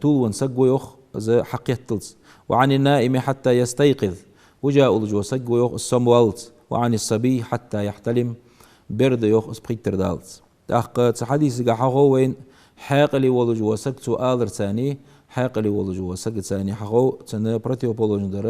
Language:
Ingush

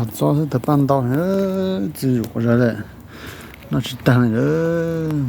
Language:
Hmong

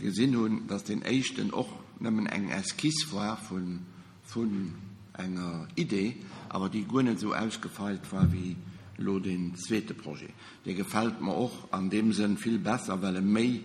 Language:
Luxembourgish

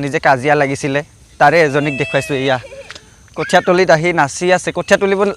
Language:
Assamese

